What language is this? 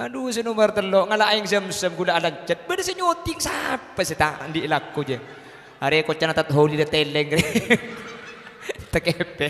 Madurese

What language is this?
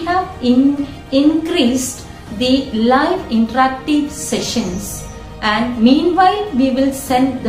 English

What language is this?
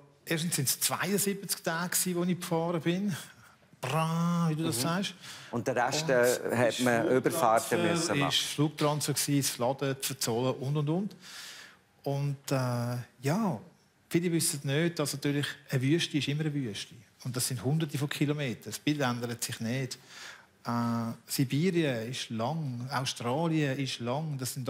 Swiss German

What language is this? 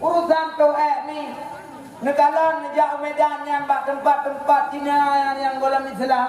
Achinese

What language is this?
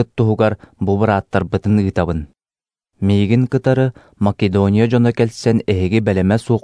Yakut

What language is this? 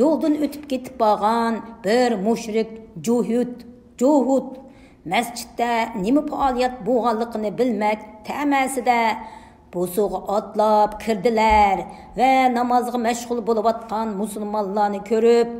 Uyghur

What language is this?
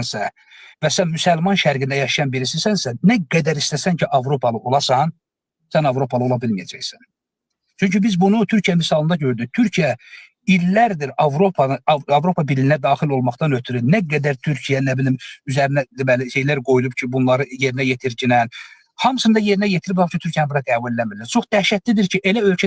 Azerbaijani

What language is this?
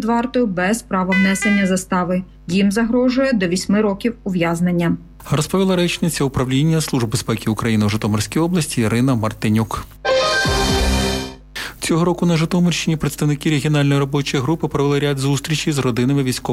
Ukrainian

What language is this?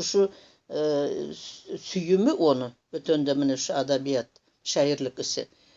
Nogai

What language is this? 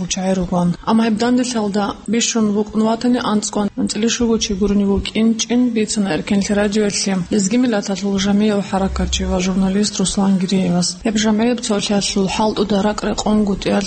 Avaric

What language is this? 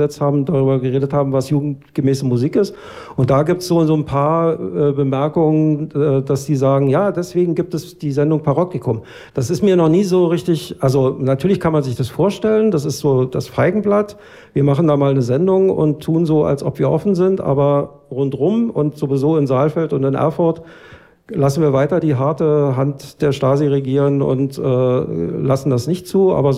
German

